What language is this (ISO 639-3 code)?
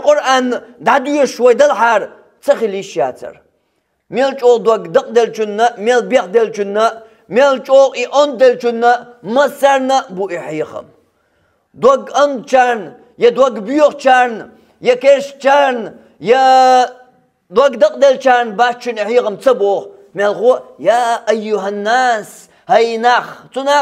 che